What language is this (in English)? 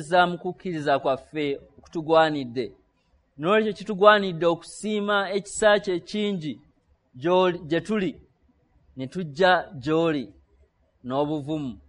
Ganda